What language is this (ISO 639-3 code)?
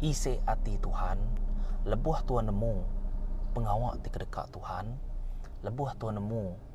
iba